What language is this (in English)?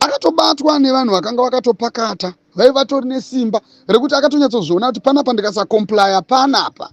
Shona